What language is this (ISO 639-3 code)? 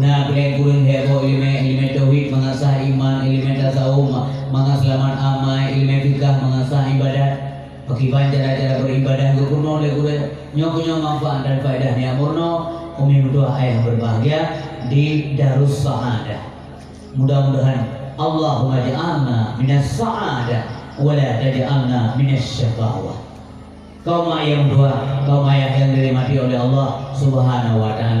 ace